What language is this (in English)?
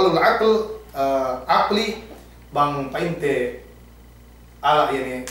Yakan